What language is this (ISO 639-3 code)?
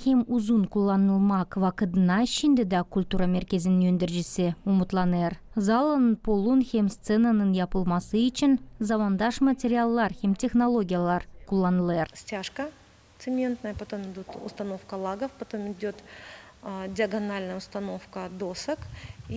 gag